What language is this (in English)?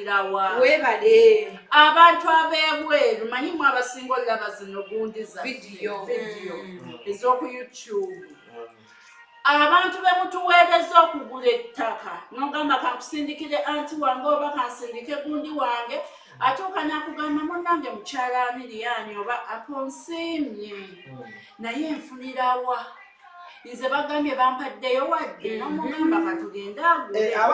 Ganda